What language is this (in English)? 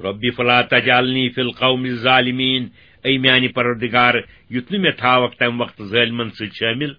Kashmiri